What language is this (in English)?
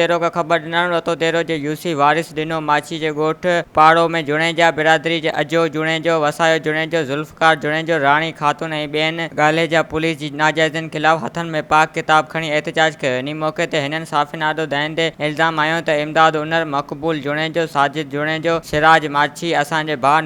Sindhi